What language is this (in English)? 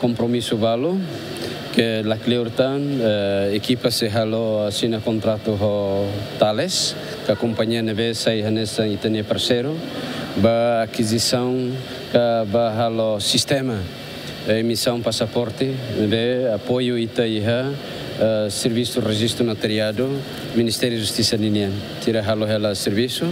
Tetum